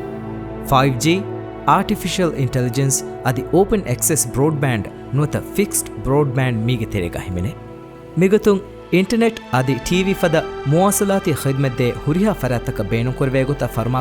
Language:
Divehi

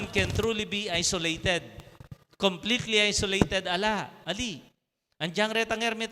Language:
Pampanga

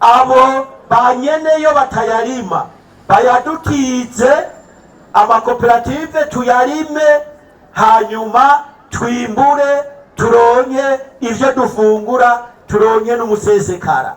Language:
Rundi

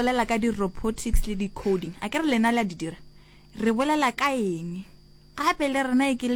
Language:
Northern Sotho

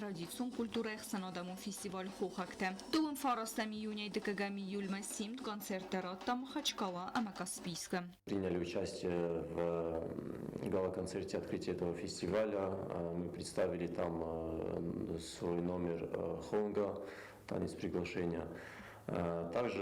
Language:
Ossetic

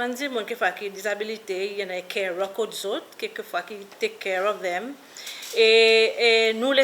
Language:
Seselwa Creole French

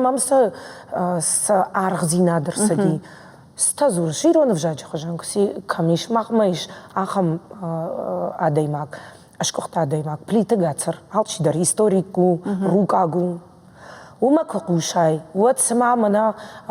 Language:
Ossetic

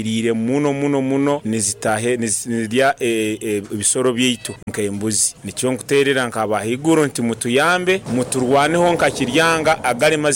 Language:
Nyoro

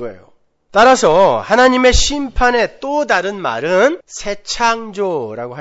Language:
Korean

